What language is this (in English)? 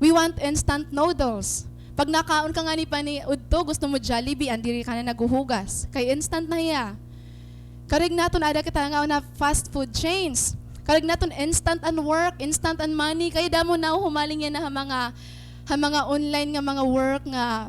Waray